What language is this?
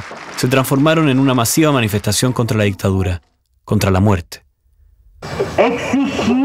Spanish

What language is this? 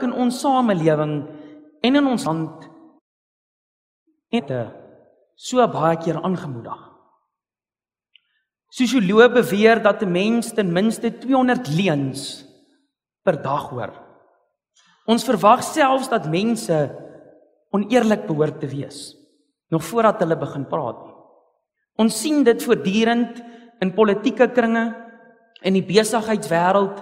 Afrikaans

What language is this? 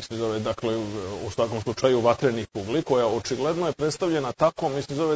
Serbian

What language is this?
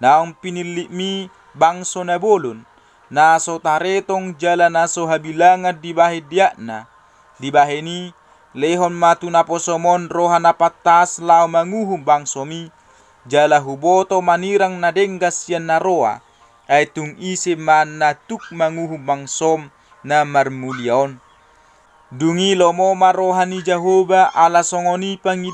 Batak Toba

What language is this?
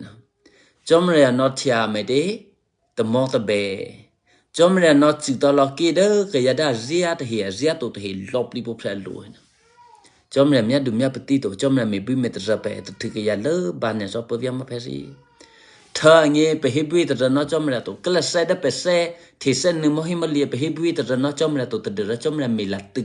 Eastern Kayah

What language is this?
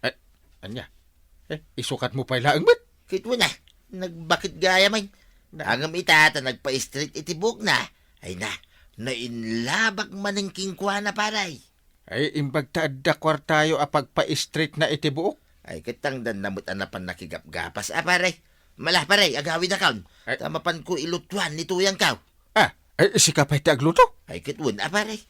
Iloko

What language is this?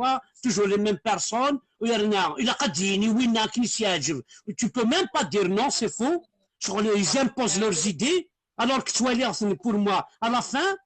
Kabyle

